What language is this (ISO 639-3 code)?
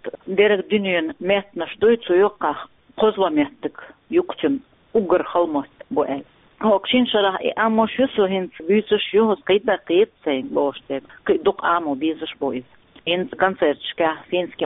che